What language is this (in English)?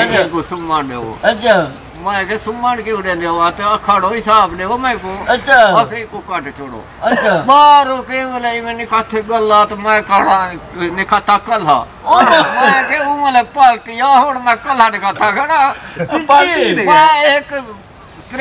Saraiki